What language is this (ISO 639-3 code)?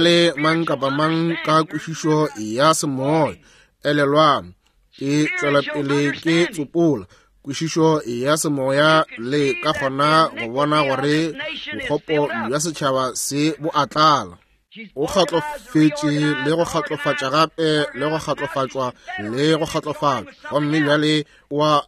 nso